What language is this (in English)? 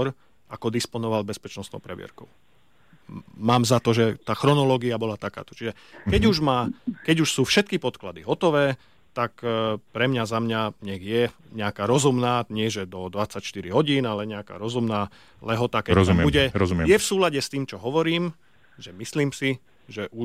Slovak